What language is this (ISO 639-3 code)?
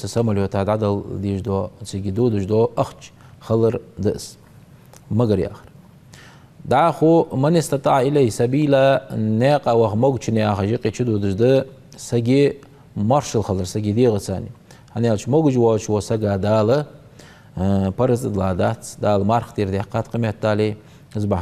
inh